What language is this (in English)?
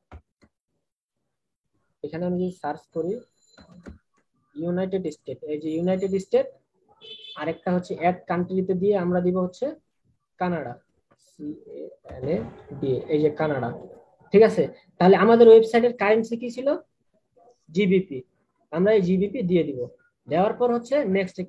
Bangla